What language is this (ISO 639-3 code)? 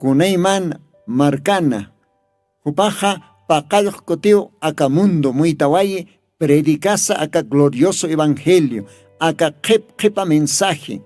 aym